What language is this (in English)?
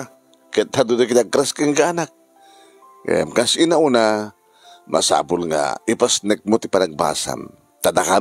Iloko